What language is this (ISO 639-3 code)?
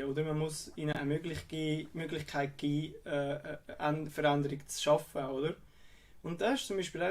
gsw